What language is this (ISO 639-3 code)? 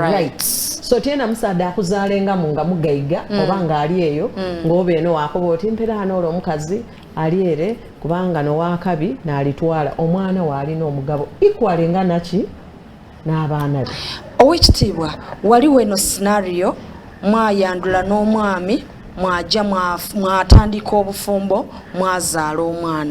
xog